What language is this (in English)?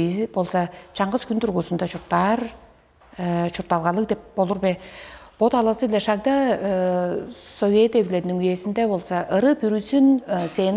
Tuvinian